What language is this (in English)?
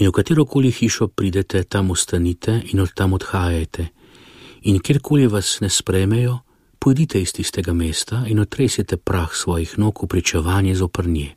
Slovenian